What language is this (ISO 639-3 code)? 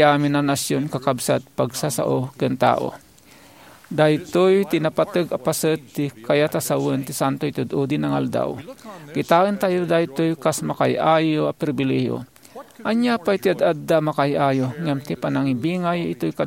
ilo